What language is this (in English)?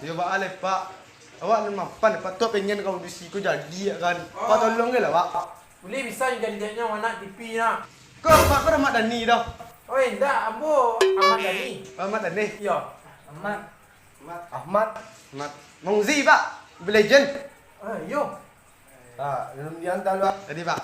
Minangkabau